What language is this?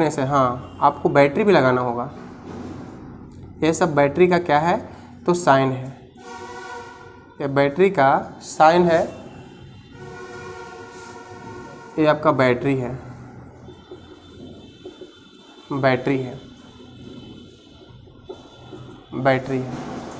Hindi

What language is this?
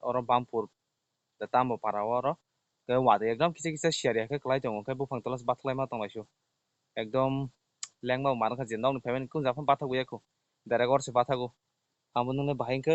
Kok Borok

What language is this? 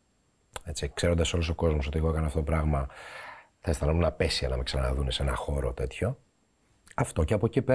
Greek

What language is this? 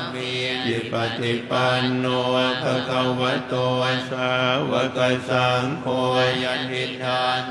Pali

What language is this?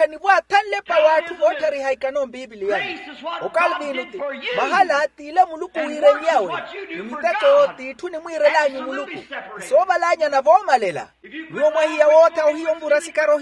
Makhuwa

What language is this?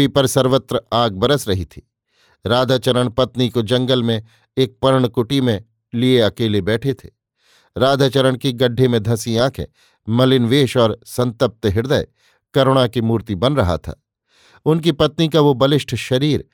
Hindi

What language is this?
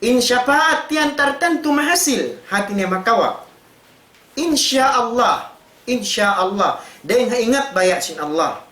Tausug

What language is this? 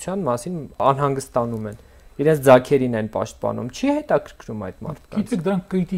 Armenian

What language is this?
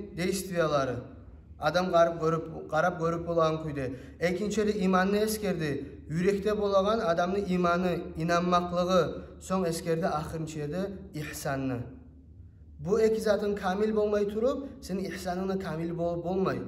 Kumyk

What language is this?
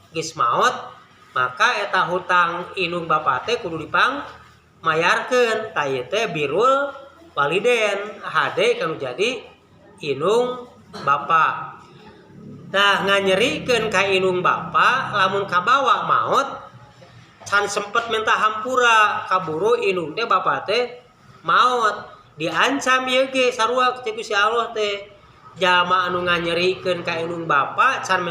Sundanese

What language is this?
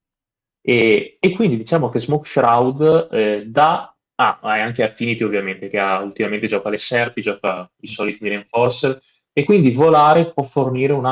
Italian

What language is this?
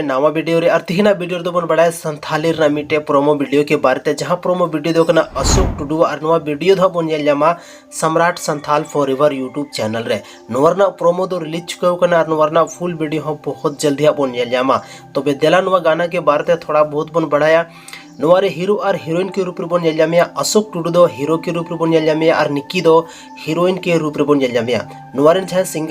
Santali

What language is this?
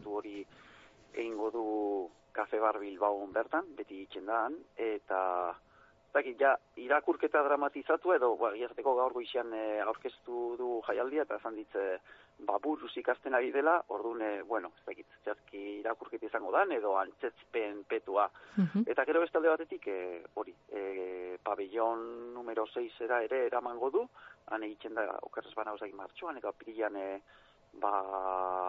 Basque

